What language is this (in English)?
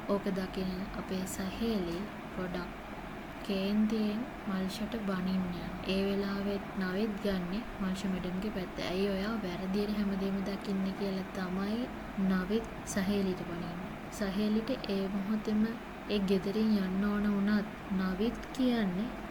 Sinhala